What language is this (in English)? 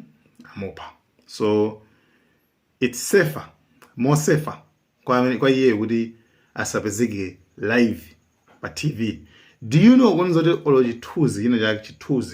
Nyanja